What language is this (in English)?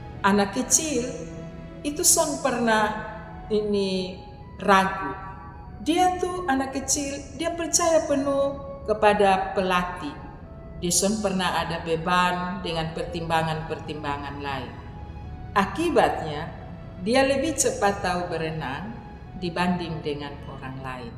Kupang Malay